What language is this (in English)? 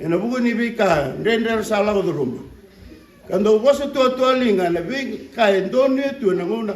Fijian